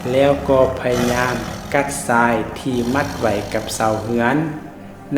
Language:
Lao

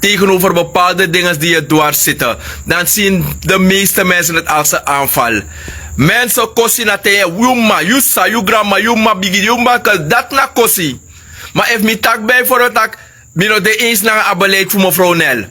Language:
Sranan Tongo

